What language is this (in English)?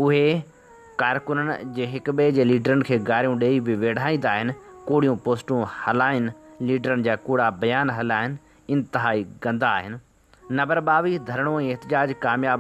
Sindhi